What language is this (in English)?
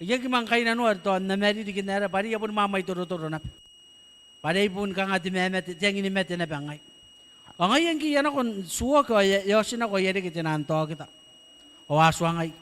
Gilbertese